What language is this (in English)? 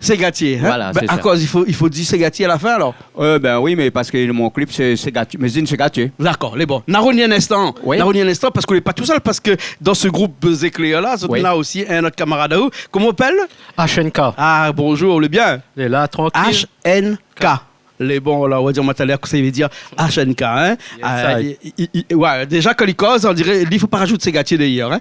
Réunion Creole French